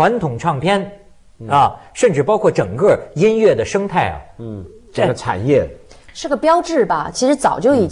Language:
Chinese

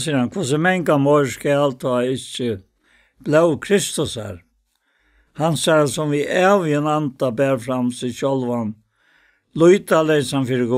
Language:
Faroese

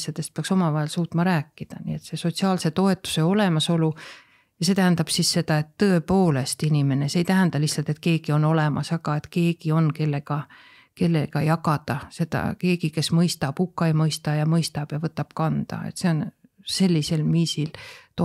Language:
Estonian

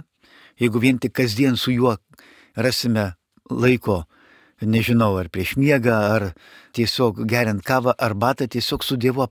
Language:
Lithuanian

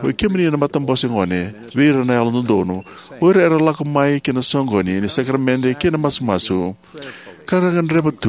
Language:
Fijian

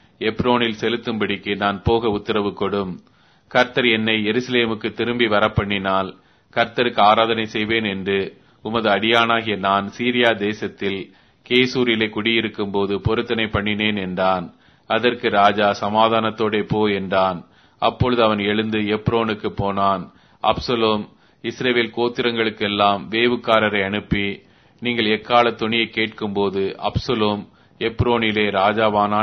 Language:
Tamil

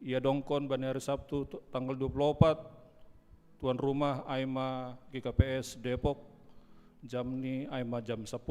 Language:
Batak Simalungun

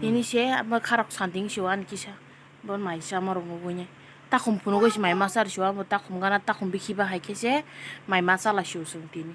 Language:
Kok Borok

